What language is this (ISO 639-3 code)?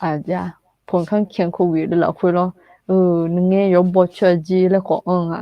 ahk